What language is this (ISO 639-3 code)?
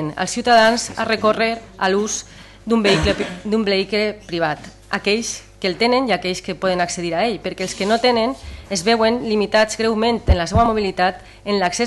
cat